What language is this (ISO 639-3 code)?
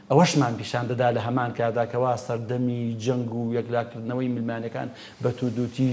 ckb